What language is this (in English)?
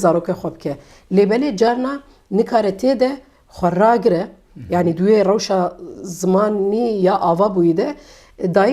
Kurdish